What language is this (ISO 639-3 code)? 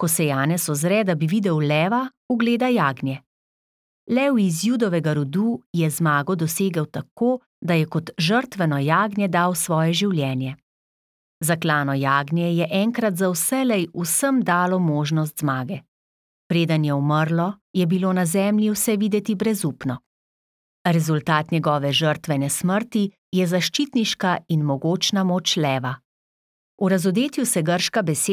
slv